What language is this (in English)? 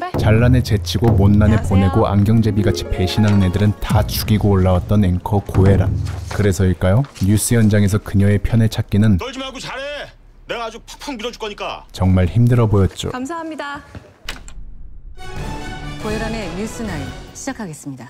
Korean